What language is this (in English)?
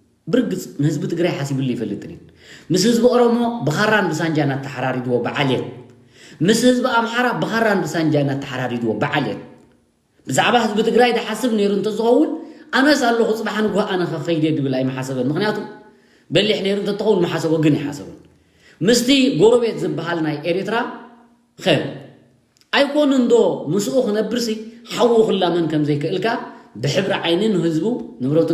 Tigrinya